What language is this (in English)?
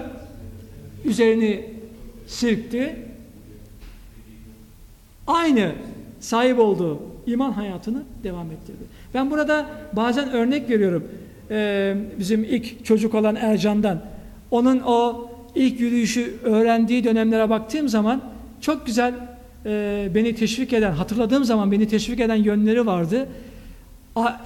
Turkish